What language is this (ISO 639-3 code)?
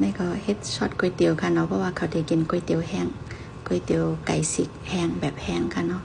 shn